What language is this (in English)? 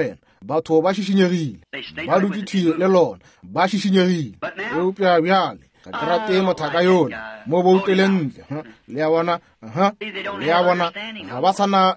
Northern Sotho